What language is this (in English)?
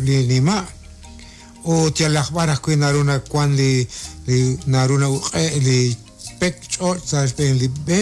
Kekchí